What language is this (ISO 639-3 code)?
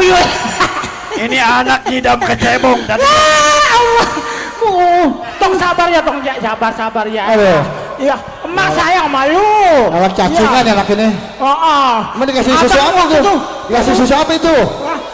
bew